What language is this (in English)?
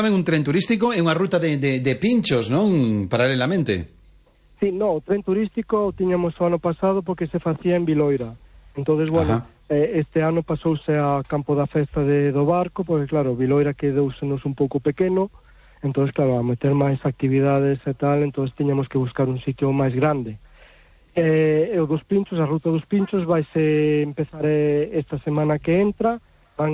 Galician